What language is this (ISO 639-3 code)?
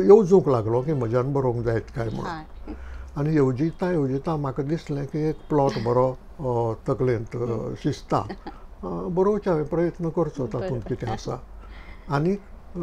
kok